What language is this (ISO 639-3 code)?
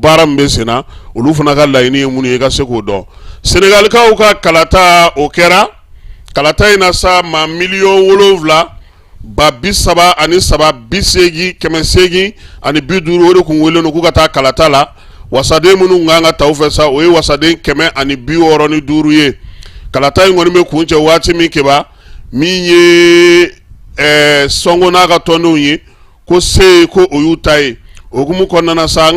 bam